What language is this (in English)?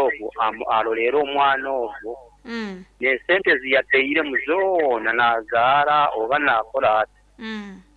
Nyankole